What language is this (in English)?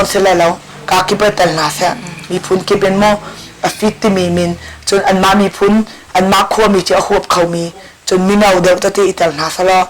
Hakha Chin